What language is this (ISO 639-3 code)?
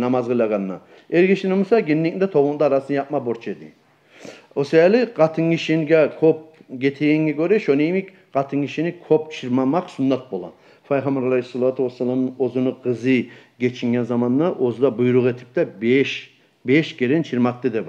kum